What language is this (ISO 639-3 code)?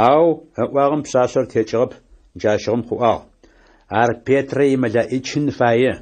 ady